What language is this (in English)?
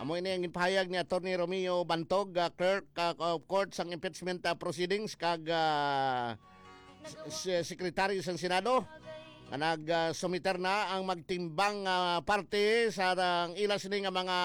Hiligaynon